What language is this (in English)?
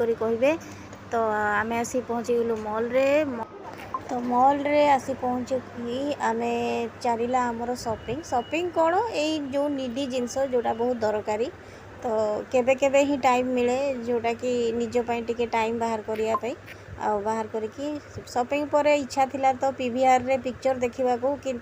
Odia